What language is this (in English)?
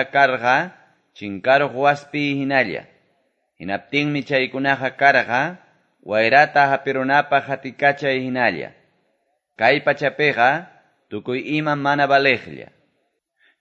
Quechua